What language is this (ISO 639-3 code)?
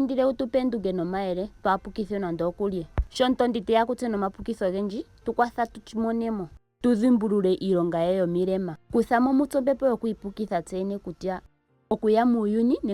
ndo